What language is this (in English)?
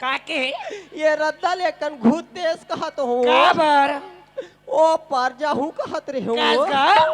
Chhattisgarhi